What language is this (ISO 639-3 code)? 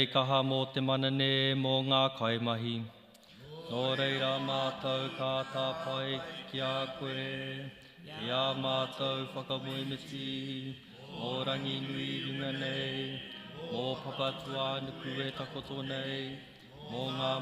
mri